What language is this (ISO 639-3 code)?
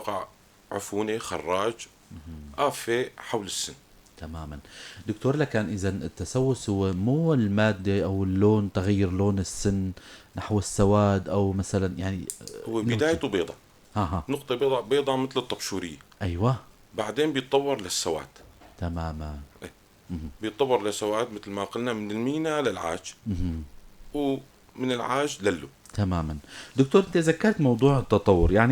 apc